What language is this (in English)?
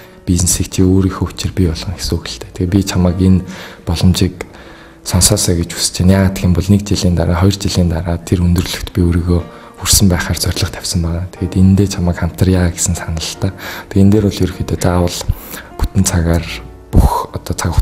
Mongolian